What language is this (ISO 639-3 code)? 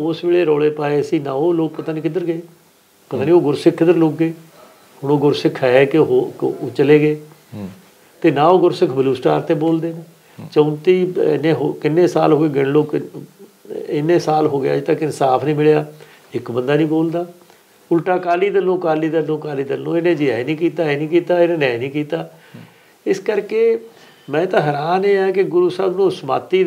pan